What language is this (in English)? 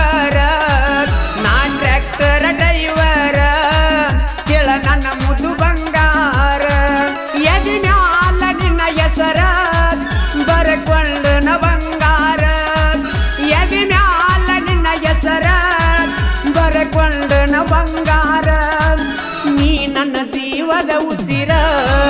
Kannada